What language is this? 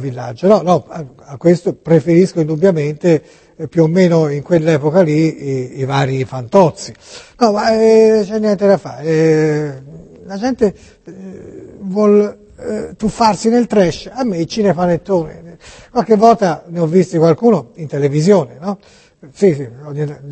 Italian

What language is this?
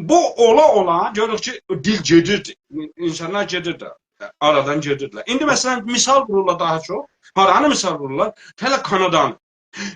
South Azerbaijani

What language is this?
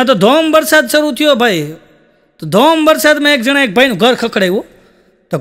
Gujarati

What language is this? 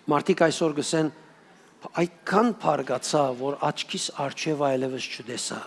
Western Armenian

